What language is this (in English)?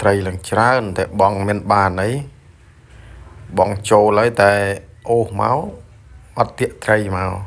Khmer